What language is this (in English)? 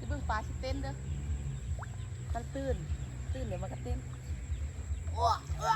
Lao